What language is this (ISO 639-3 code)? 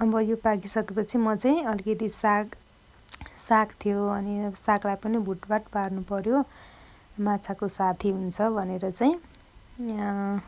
nep